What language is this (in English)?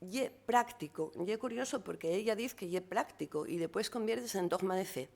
Asturian